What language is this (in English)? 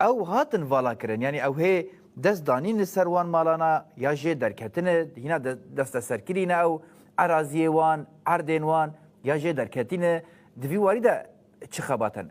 Kurdish